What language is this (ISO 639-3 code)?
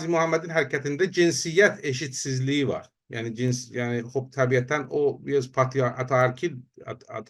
azb